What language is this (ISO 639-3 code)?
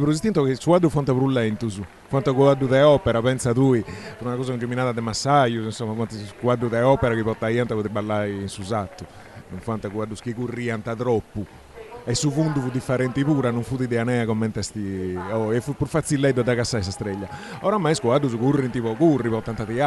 srd